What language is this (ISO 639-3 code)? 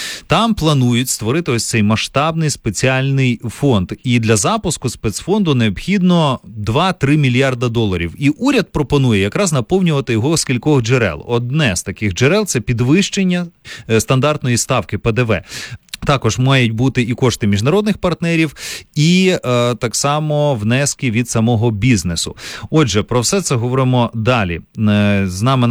ukr